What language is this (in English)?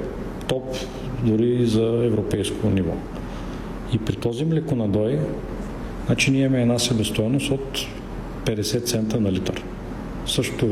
Bulgarian